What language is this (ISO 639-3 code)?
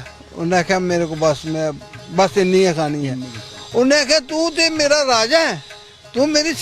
doi